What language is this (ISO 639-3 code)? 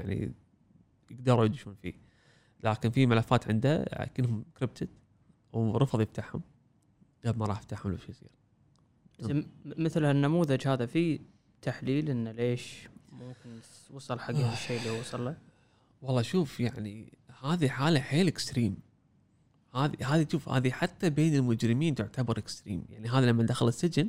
afb